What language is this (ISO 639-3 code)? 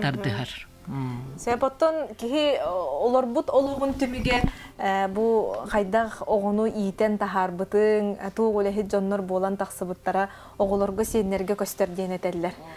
sah